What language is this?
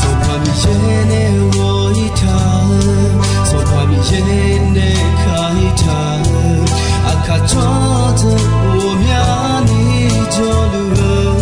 Akha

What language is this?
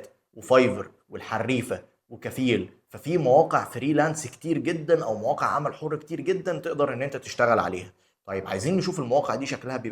Egyptian Arabic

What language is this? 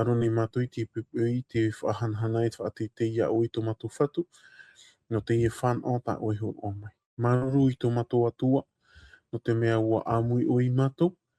Tahitian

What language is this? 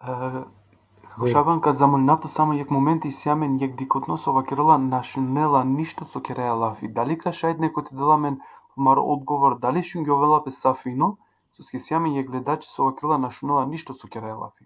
Balkan Romani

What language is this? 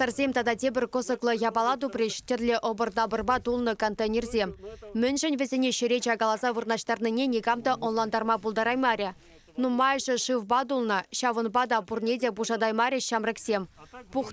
Chuvash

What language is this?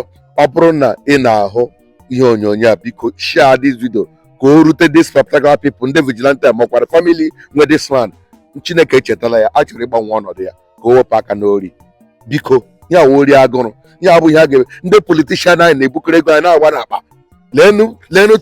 Igbo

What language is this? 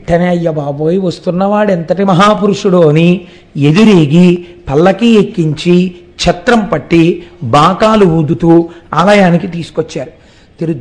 Telugu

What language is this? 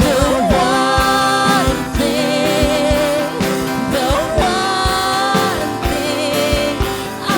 Waray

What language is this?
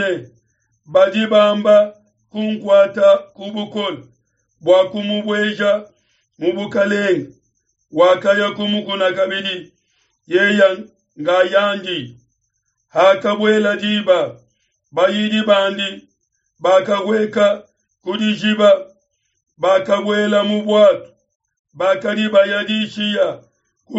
Luba-Lulua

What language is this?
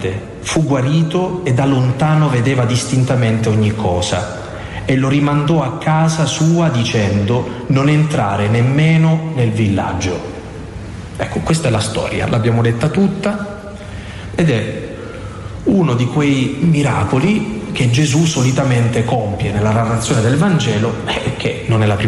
Italian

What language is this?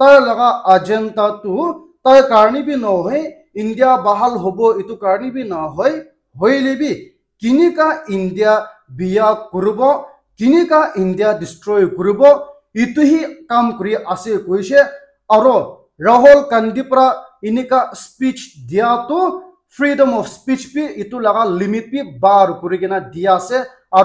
Naga Pidgin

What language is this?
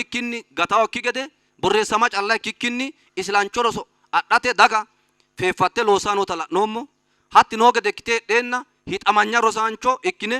Sidamo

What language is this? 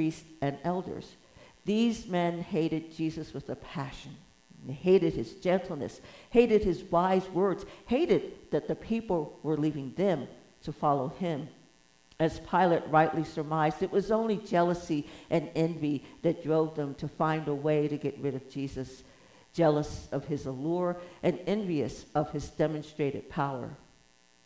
English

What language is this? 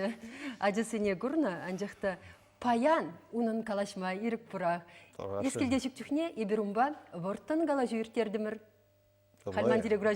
Chuvash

